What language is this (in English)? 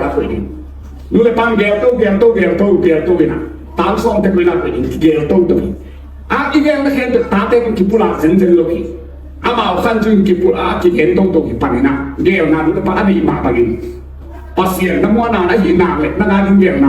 Tedim Chin